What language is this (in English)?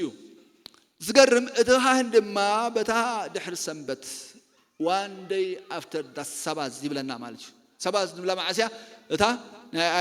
Tigrinya